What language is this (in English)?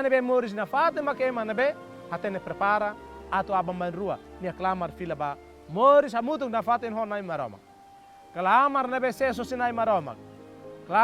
Tetum